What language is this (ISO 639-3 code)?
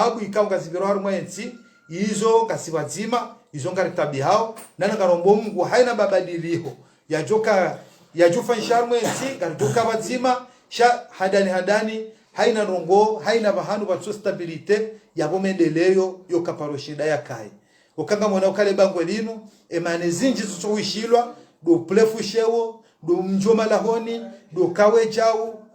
zdj